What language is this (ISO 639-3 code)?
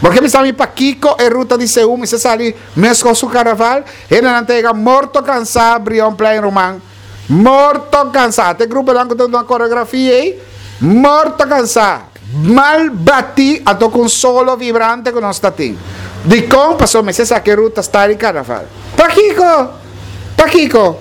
pap